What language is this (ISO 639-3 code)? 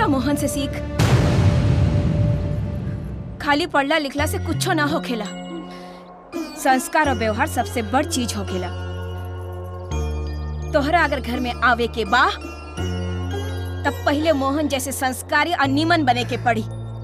bho